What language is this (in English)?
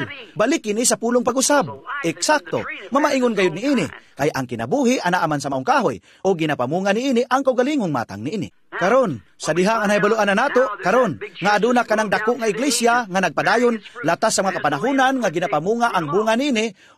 Cebuano